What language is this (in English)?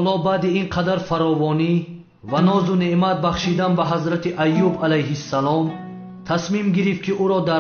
Tajik